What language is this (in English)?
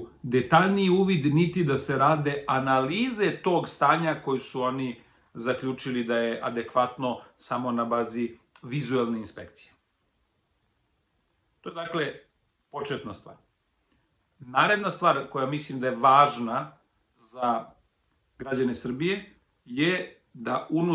Serbian